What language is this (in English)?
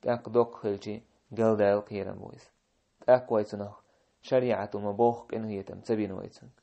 Chechen